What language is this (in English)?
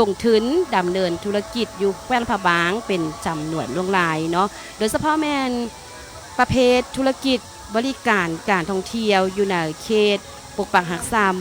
Lao